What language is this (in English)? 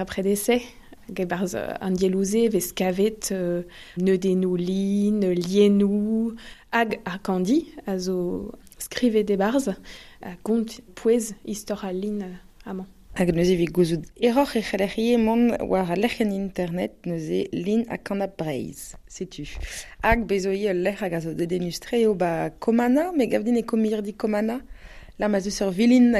Breton